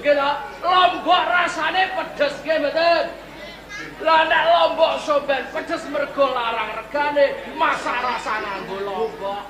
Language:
Javanese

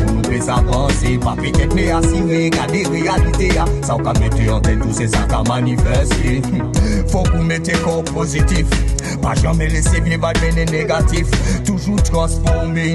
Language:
Guadeloupean Creole French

